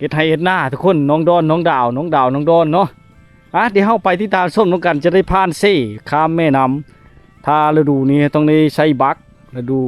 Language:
Lao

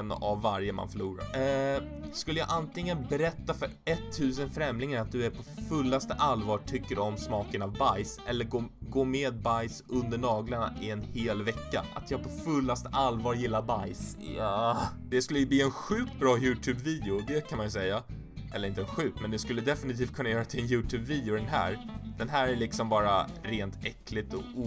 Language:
Swedish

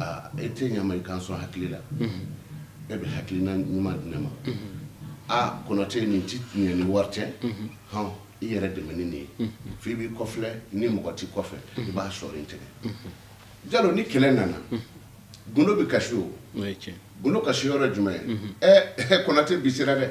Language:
Bambara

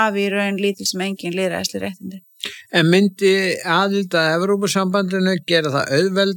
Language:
Icelandic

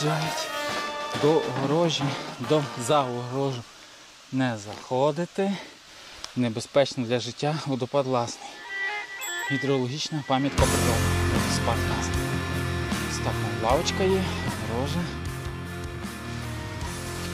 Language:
Ukrainian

